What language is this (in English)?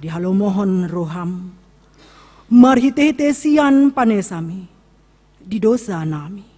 Batak Toba